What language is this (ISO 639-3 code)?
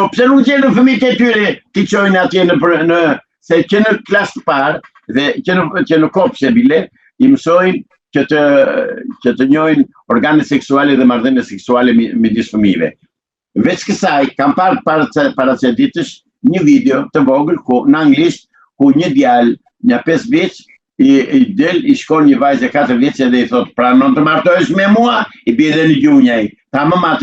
sqi